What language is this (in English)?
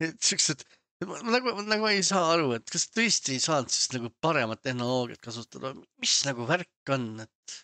Estonian